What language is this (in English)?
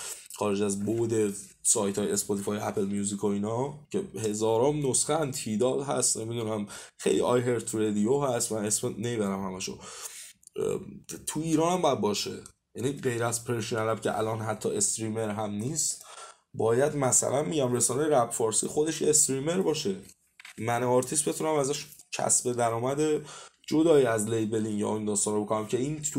Persian